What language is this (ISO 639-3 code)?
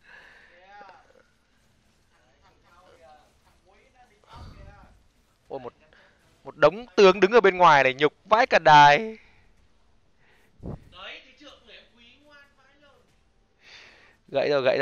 vie